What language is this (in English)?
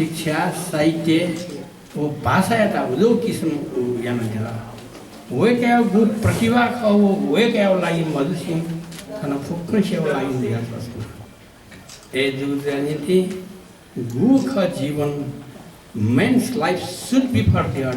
Newari